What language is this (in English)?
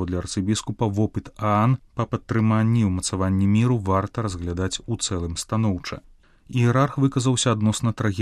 Belarusian